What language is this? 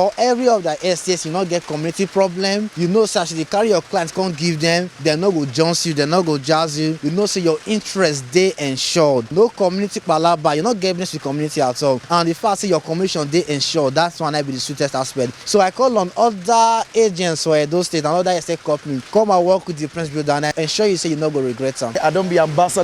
Nigerian Pidgin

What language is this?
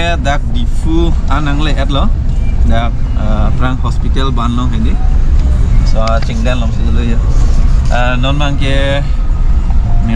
Karbi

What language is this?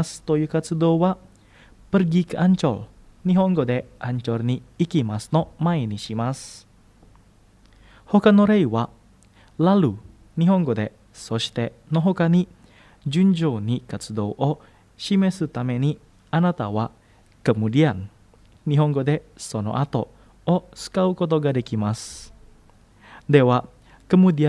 Japanese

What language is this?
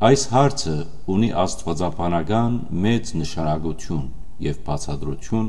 Western Armenian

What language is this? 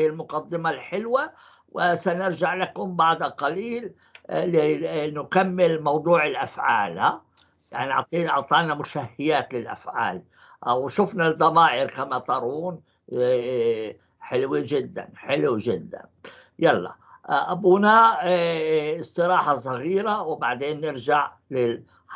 North Levantine Arabic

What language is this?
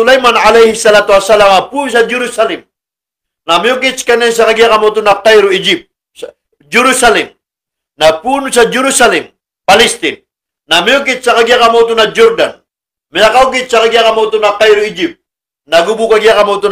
Maranao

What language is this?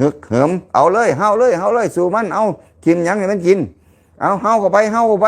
Lao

